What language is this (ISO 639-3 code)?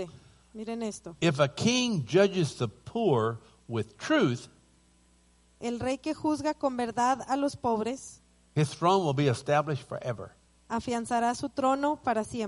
spa